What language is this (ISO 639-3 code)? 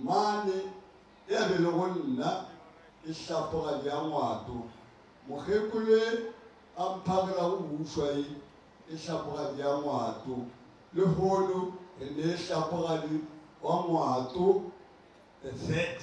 nso